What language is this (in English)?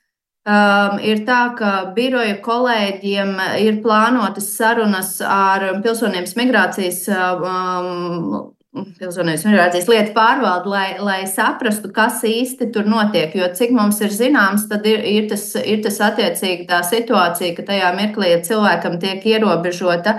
Latvian